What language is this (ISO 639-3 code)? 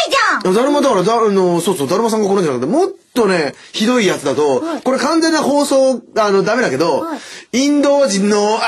jpn